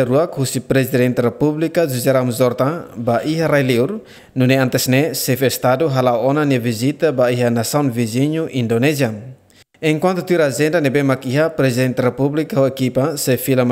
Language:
Tetum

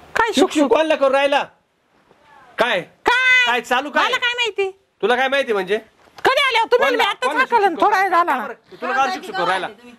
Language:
Marathi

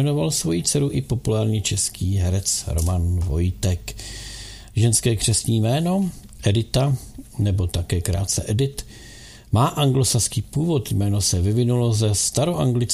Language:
Czech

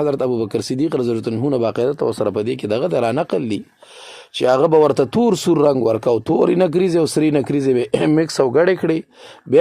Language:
Pashto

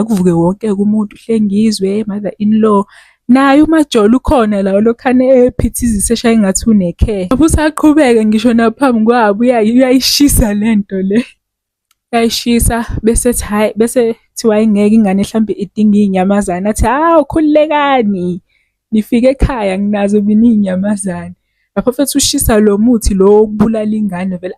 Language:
Zulu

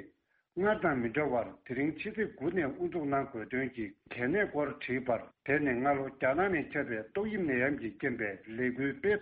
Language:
Tibetan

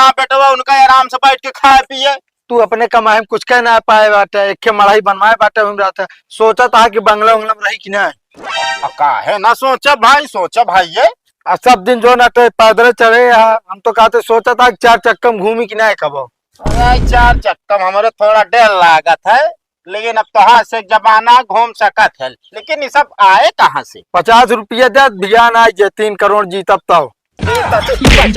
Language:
Awadhi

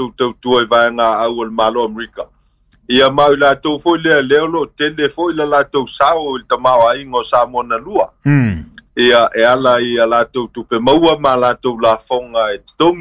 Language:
Samoan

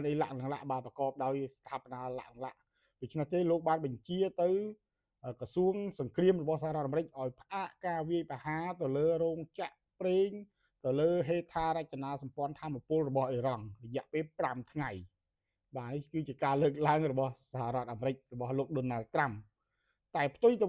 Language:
Khmer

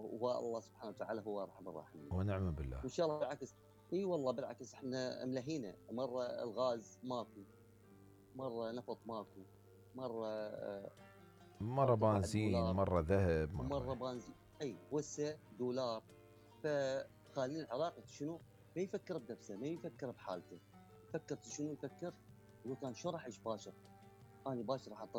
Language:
Mesopotamian Arabic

